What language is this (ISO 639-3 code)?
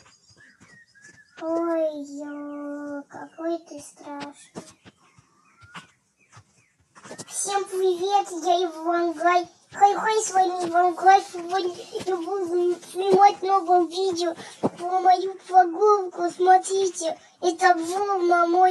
rus